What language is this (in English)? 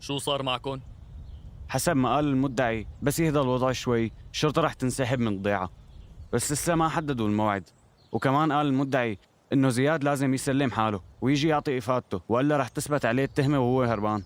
North Levantine Arabic